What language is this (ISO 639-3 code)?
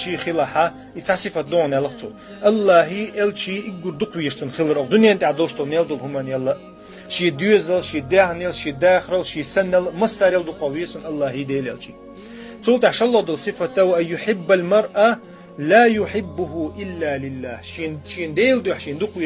che